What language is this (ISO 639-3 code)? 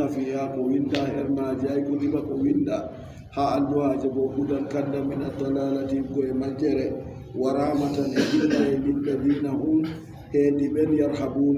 fub